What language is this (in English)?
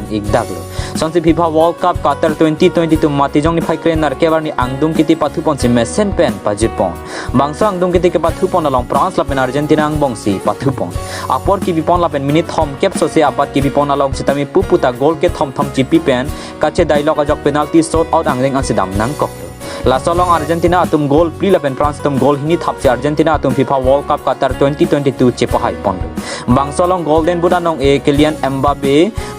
Karbi